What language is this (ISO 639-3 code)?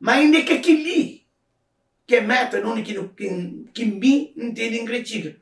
kea